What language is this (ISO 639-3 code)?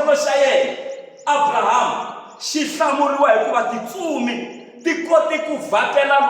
tso